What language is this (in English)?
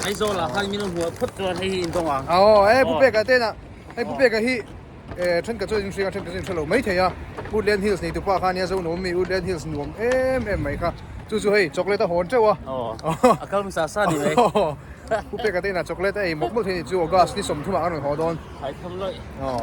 Mizo